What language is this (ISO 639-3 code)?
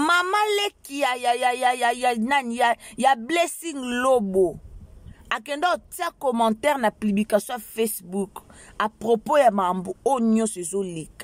lin